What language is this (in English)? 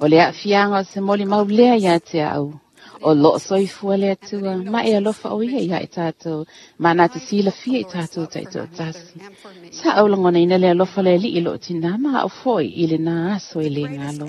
Samoan